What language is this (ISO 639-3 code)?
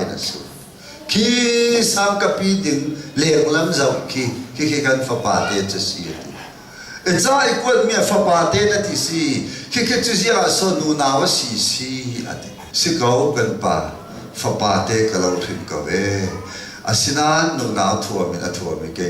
cnh